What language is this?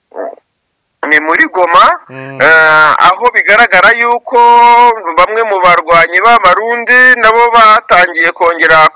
Kinyarwanda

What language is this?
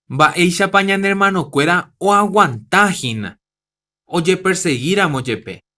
Guarani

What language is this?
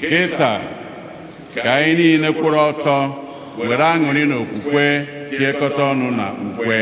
Igbo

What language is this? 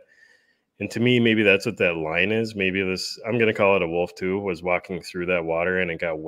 English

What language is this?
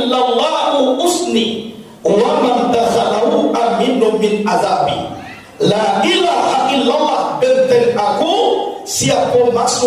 Minangkabau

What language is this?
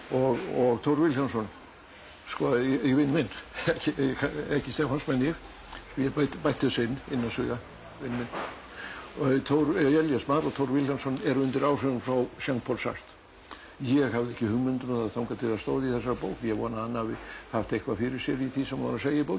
Icelandic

